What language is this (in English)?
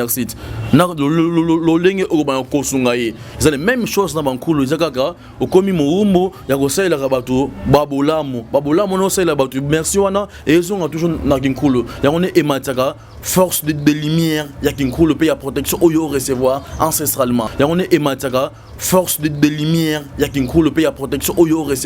Lingala